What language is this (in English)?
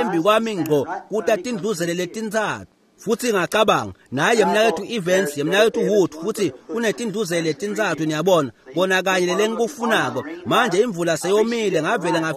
Swati